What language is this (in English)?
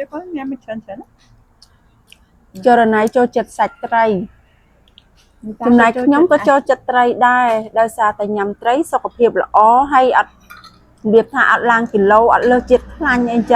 Khmer